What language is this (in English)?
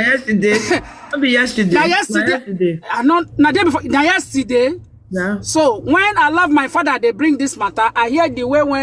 Nigerian Pidgin